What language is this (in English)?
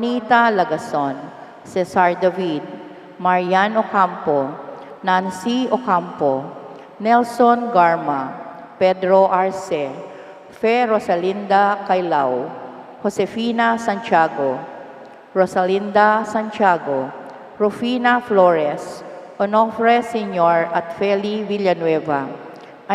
Pampanga